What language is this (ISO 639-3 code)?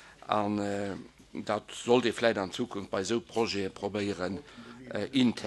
ltz